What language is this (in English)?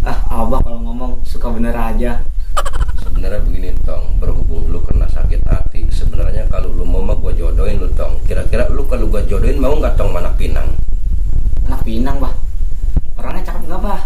Betawi